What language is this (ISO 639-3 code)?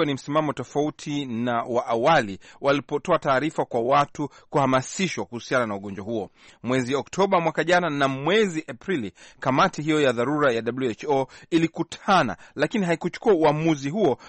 swa